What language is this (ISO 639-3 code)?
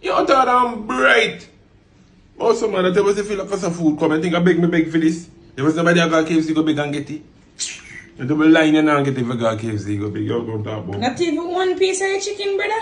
jam